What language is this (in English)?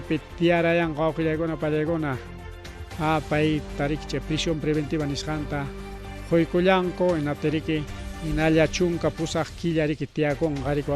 Ayacucho Quechua